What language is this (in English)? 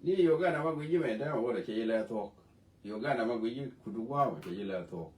Nuer